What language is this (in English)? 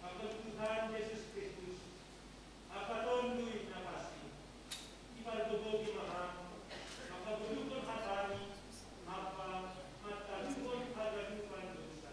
Batak Simalungun